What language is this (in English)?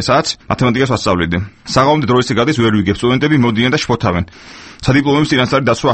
Georgian